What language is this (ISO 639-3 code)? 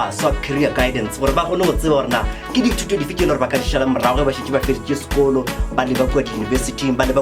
nso